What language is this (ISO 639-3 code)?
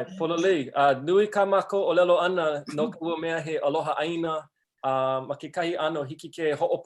haw